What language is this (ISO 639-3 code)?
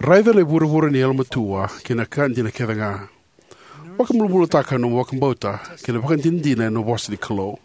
fij